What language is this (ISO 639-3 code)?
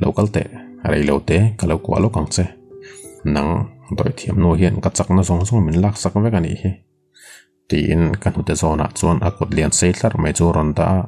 lus